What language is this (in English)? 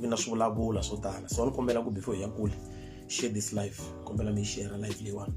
Tsonga